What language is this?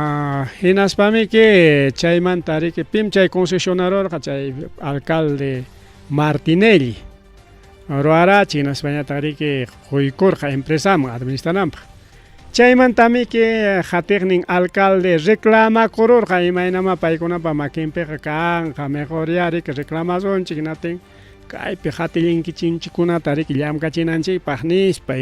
Ayacucho Quechua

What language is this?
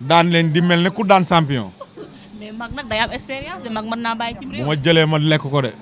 Wolof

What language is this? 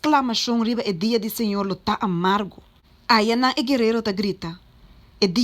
Papiamento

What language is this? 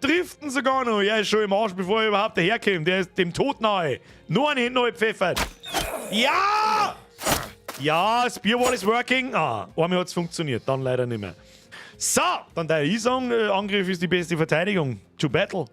Bavarian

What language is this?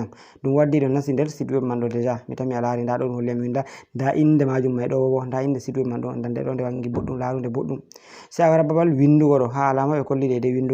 Fula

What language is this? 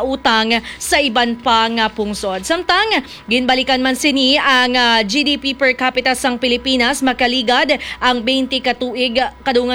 Hiligaynon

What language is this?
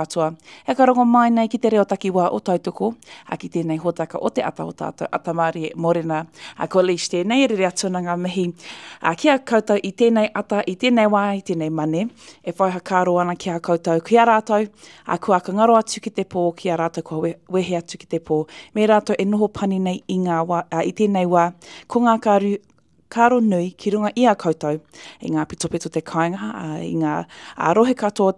Māori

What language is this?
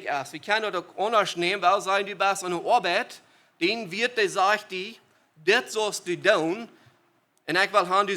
Plautdietsch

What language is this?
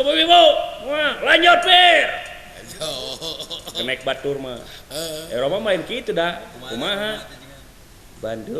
Sundanese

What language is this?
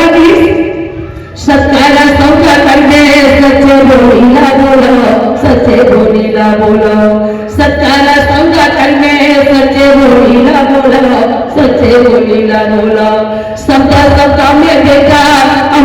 Chhattisgarhi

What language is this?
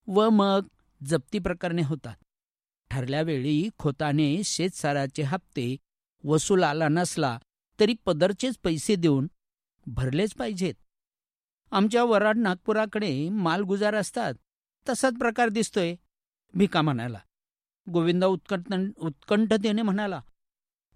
Marathi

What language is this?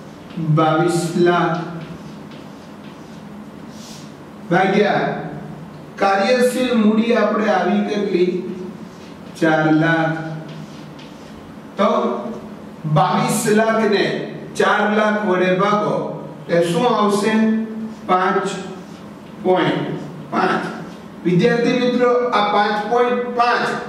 Gujarati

